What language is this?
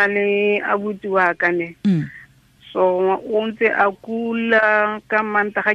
Tswana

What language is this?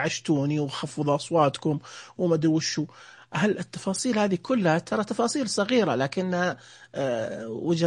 Najdi Arabic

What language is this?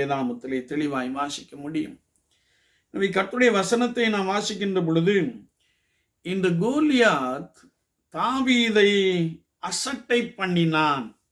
Tamil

